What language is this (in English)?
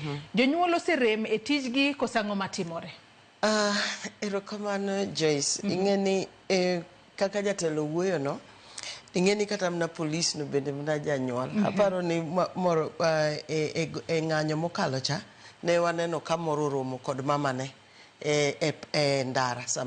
Luo (Kenya and Tanzania)